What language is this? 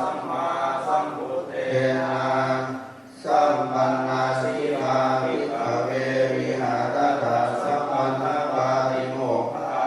Pali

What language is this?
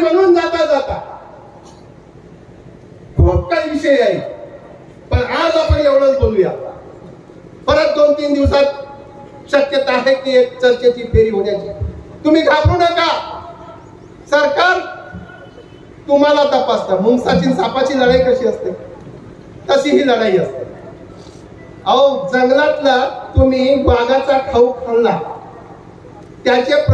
Marathi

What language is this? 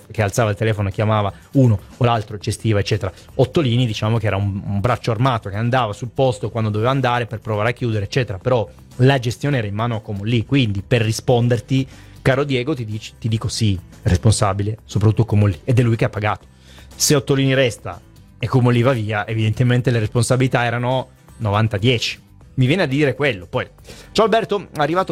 Italian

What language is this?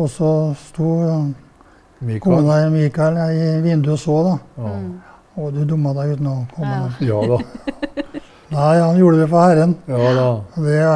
Norwegian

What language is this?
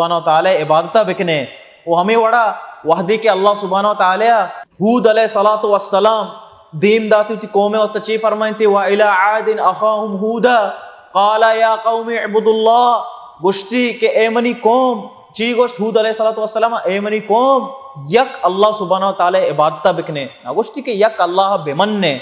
Baluchi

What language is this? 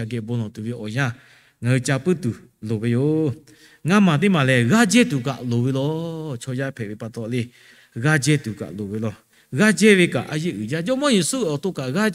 Lahu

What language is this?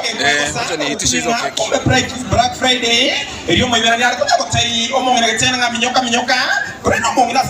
Gusii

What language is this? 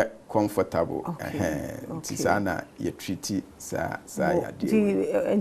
Akan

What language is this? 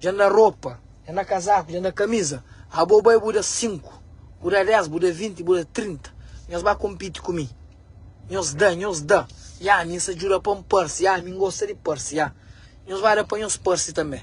Kabuverdianu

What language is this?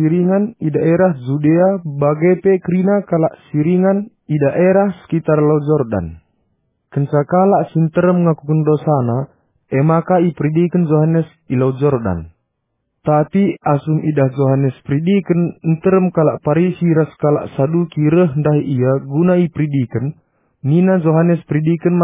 Batak Karo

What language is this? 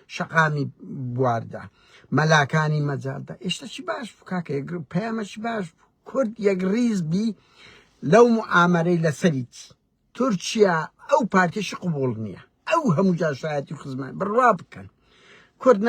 Central Kurdish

